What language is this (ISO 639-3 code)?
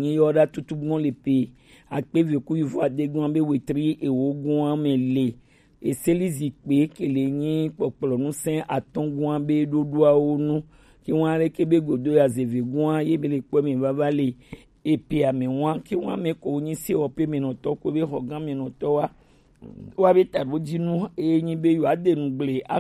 gej